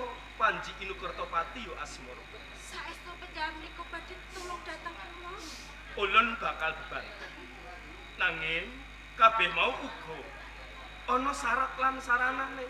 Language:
Javanese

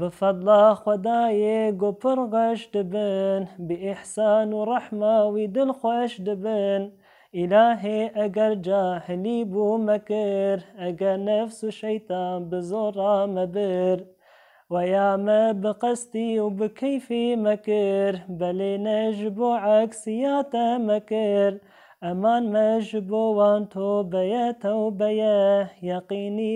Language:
Kurdish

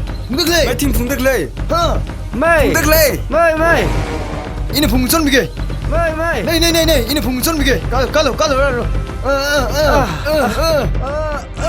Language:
Tangkhul Naga (India)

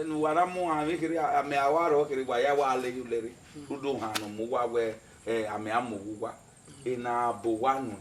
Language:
Bini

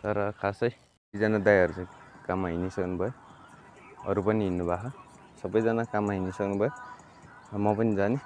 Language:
Nepali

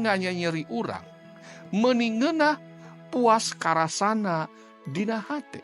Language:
Sundanese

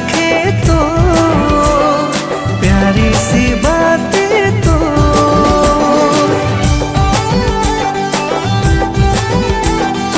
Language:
Sadri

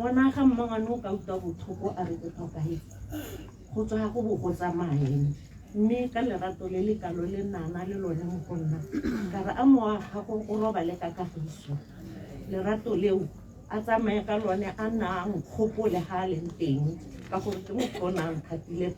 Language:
Tswana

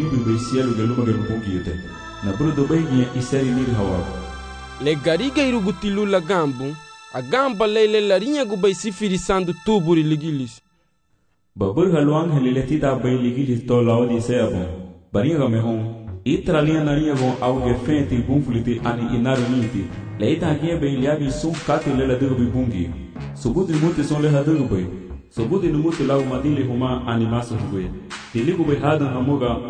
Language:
Garifuna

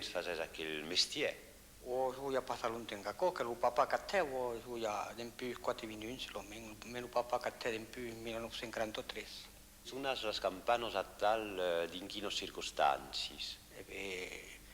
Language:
Occitan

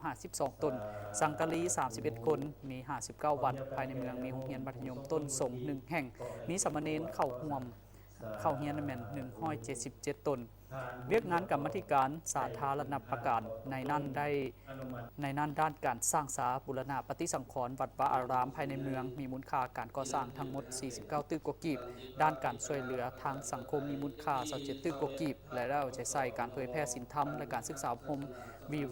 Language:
Lao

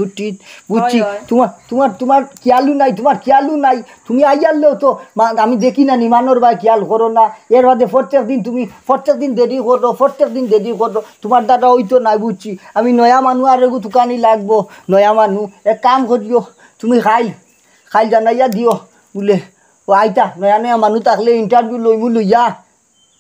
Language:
Sylheti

